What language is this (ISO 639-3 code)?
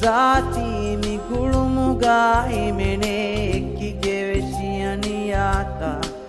div